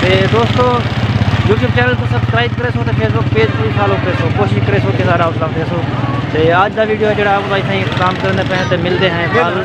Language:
Saraiki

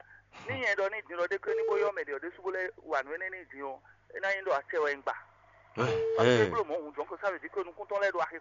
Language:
Fon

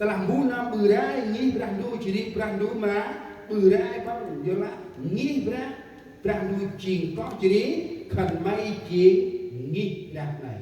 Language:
Central Mnong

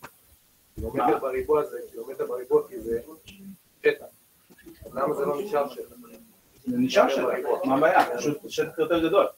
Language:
Hebrew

